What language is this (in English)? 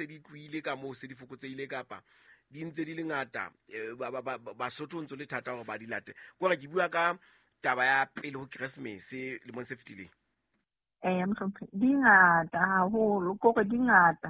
Southern Sotho